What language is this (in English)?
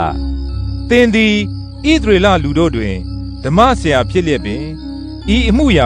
Burmese